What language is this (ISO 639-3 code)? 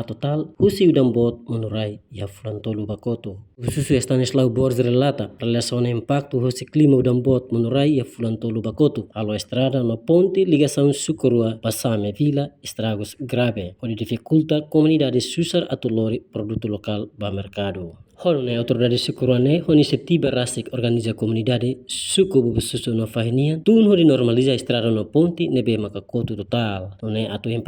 tet